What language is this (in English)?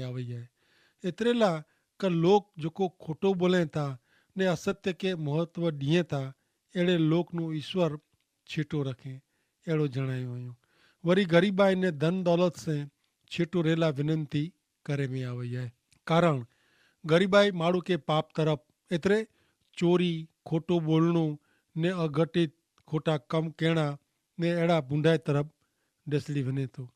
Kachhi